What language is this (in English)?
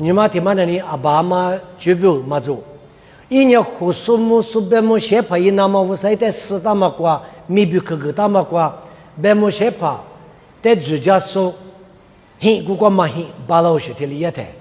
Lisu